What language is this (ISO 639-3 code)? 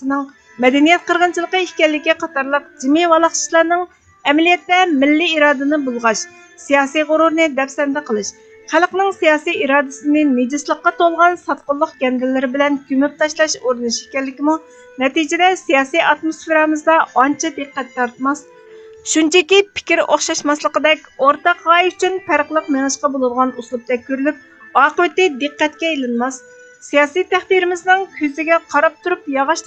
uig